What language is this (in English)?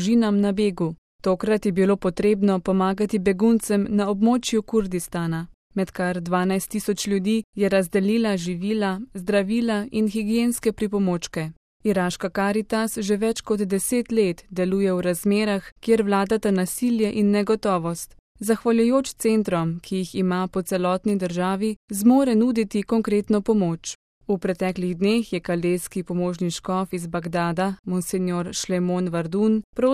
Slovenian